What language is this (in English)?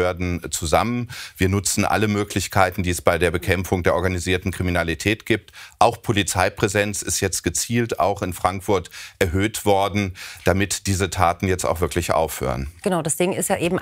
German